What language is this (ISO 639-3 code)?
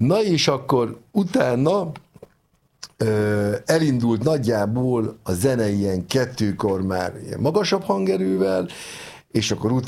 hun